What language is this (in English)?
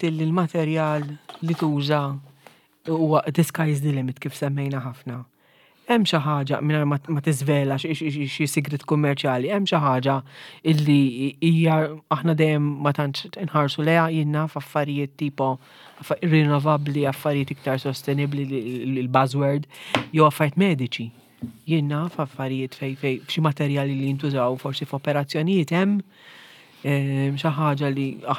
Maltese